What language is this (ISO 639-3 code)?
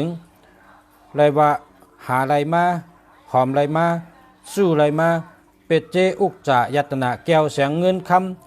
shn